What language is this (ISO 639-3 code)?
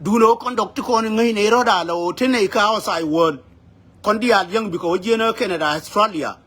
nus